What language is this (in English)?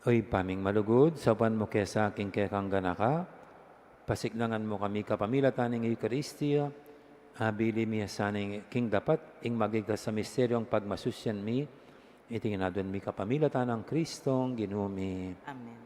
Pampanga